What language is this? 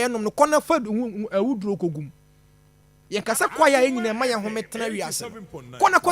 Akan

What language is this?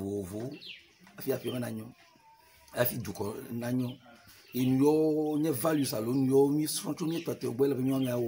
Ewe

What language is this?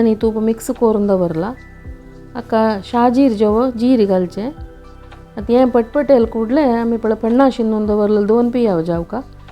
Konkani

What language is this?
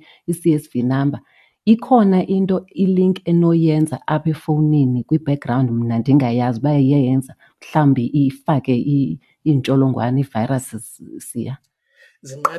Xhosa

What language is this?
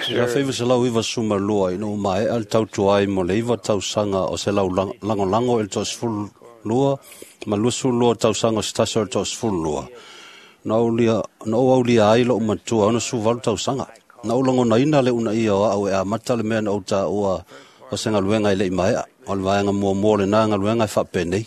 Samoan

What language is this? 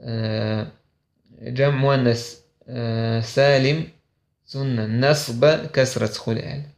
Chechen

